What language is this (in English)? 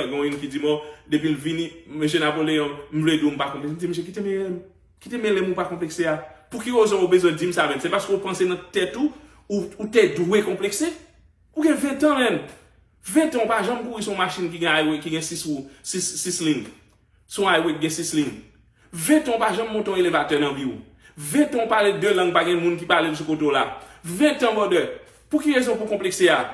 Haitian Creole